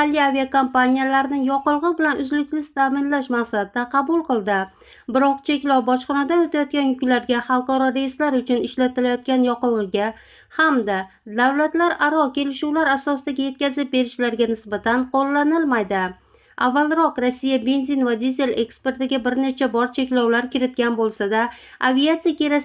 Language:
Uzbek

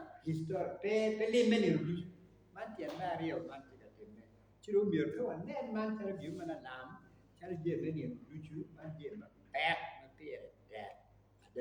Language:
Acoli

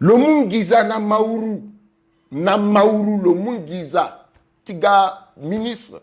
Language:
Sango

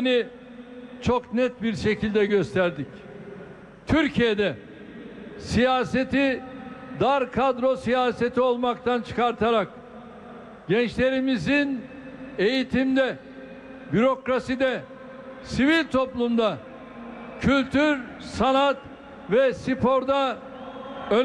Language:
Turkish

